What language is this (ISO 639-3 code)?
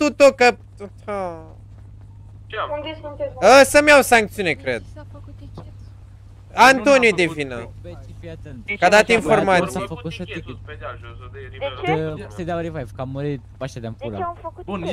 ron